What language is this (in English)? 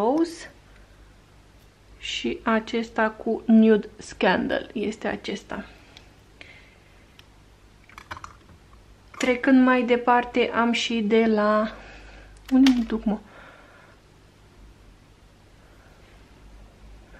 Romanian